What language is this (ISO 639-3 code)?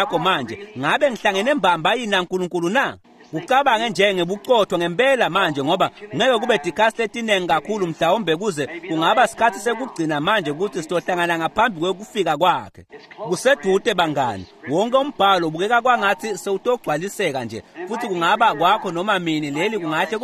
ssw